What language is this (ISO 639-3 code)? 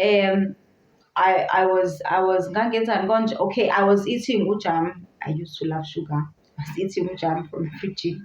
zul